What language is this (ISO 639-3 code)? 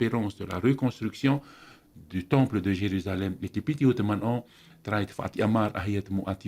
tah